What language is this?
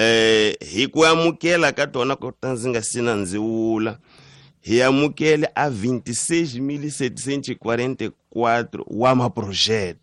Tsonga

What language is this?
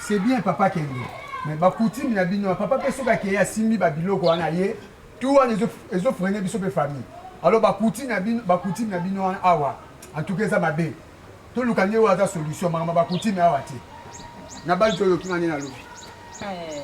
Lingala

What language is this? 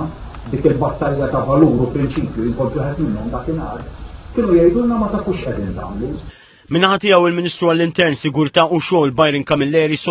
Maltese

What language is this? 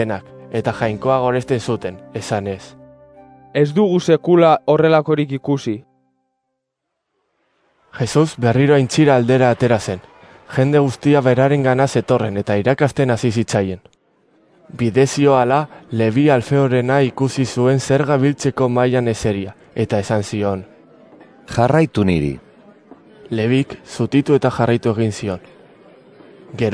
Basque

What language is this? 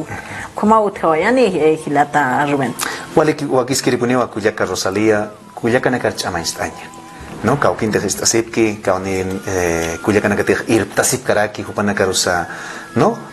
Aymara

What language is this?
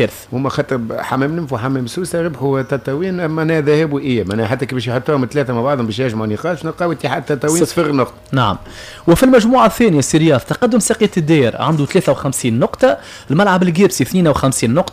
Tunisian Arabic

